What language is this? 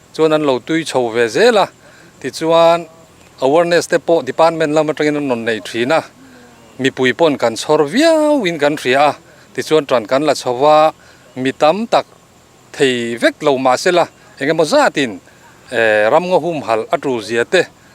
Mizo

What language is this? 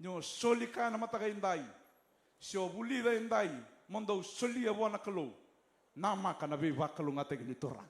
Fijian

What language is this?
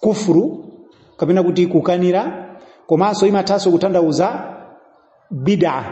Nyanja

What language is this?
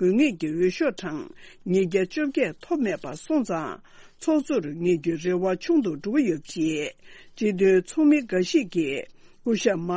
Tibetan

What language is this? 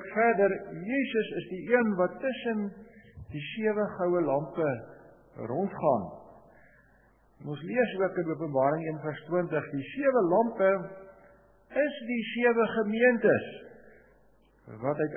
Afrikaans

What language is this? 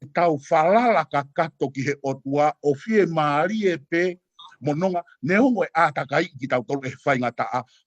Tongan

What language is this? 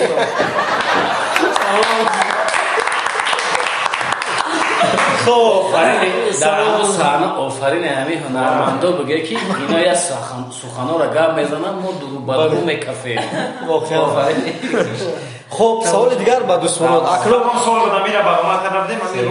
Persian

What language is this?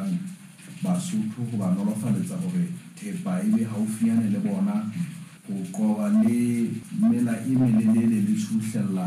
Southern Sotho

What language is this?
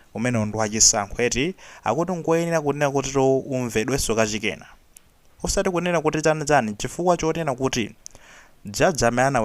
Nyanja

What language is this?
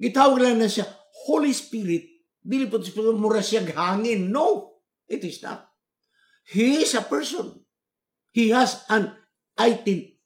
Cebuano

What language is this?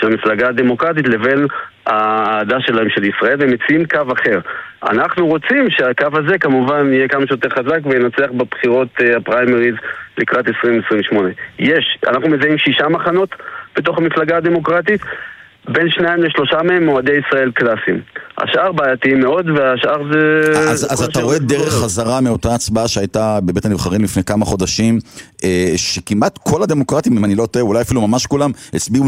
Hebrew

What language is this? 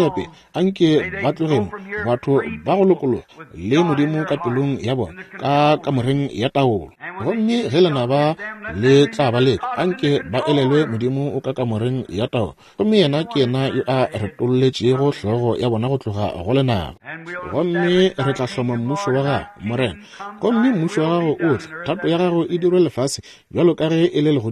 Northern Sotho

